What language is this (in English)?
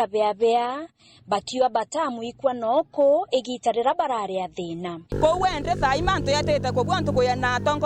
Meru